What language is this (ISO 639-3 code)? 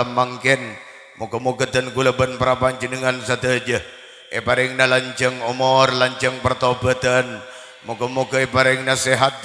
mad